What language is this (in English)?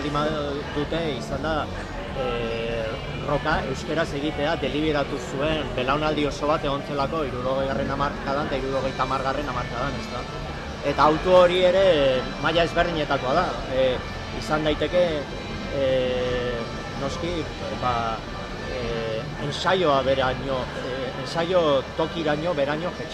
Basque